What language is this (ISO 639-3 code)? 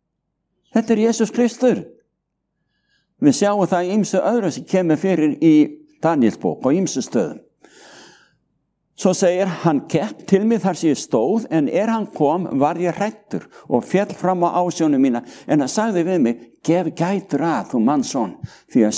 isl